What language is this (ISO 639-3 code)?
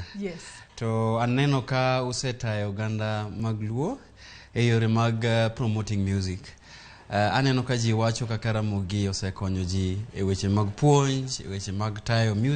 luo